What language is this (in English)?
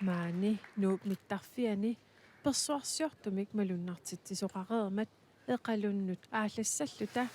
Kalaallisut